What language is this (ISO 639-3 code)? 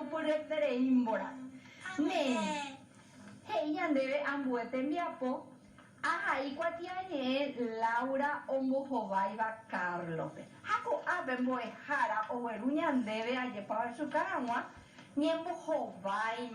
grn